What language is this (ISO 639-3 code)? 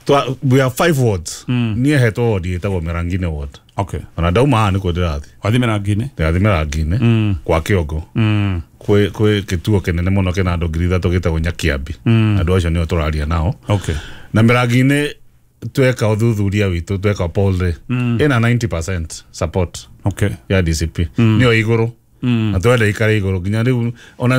kik